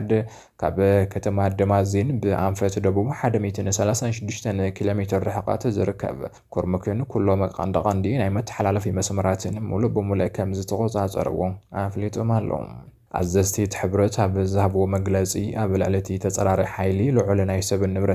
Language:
Tigrinya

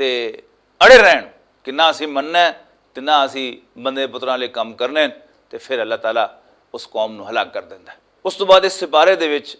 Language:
Western Panjabi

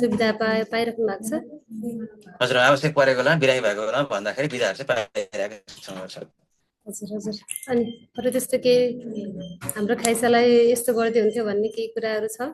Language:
Nepali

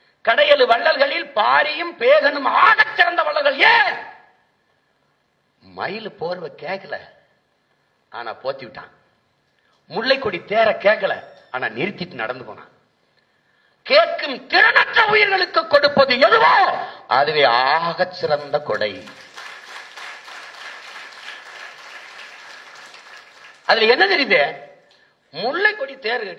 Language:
Tamil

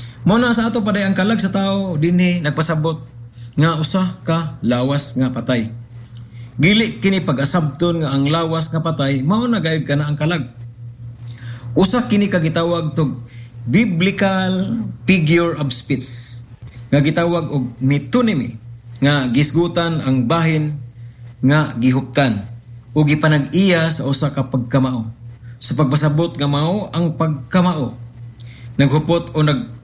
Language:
Cebuano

